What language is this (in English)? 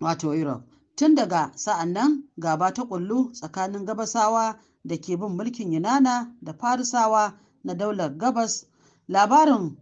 Hausa